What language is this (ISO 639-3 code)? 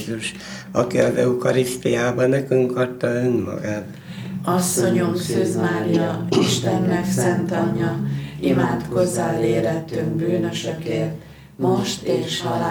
hun